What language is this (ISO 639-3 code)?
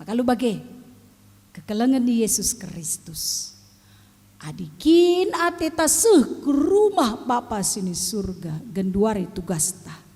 btx